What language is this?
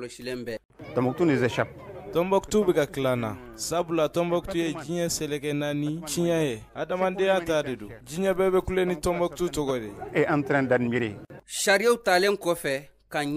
Bambara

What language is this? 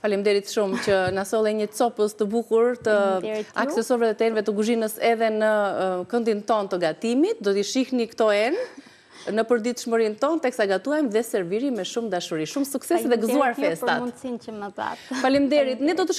Albanian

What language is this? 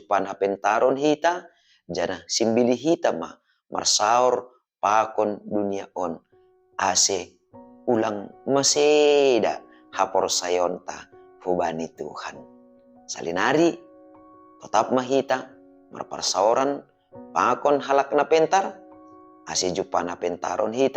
Batak Simalungun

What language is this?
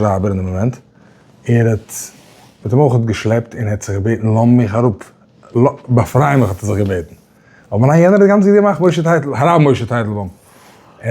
Yiddish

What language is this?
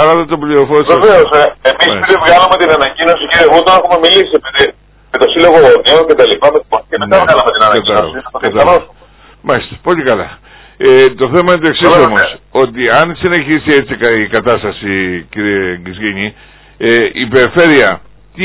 Greek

